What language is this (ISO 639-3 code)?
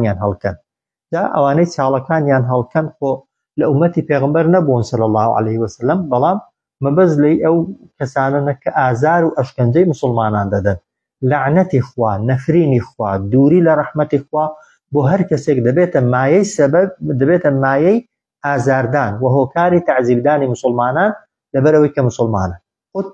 ckb